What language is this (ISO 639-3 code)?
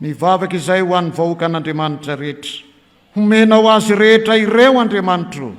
mlg